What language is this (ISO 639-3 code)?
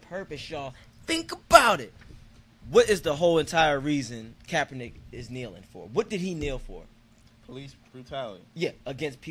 eng